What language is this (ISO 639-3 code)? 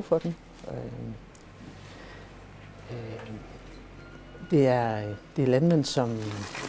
dan